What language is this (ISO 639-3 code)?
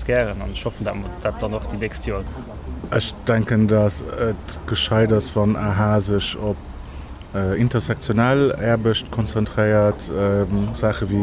ltz